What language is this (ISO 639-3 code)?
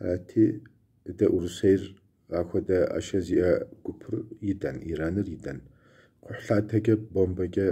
kbd